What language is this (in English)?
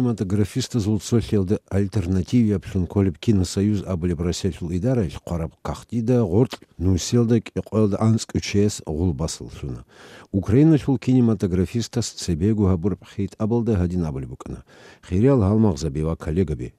Avaric